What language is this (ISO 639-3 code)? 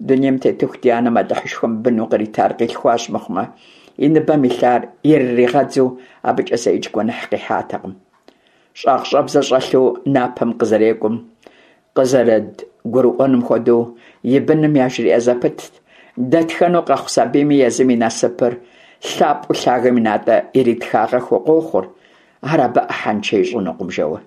kbd